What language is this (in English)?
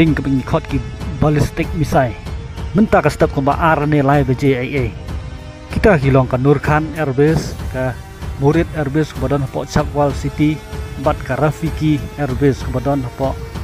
Khasi